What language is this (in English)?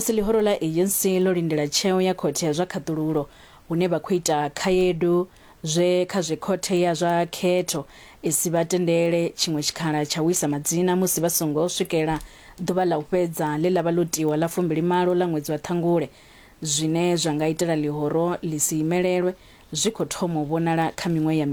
Venda